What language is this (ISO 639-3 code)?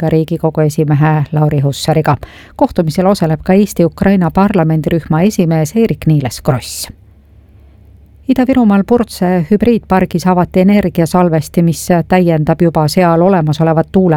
est